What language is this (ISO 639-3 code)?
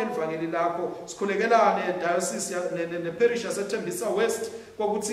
ssw